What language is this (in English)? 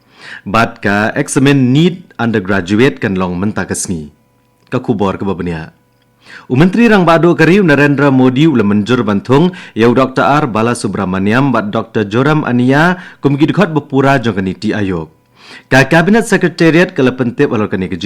Khasi